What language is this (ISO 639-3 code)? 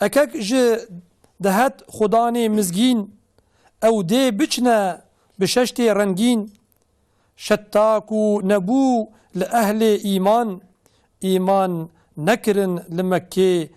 kur